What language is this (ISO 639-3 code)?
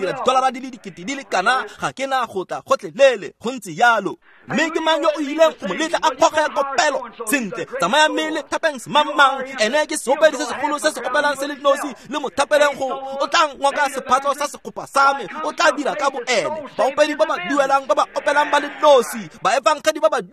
tsn